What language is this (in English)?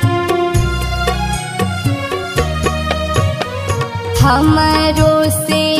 Bhojpuri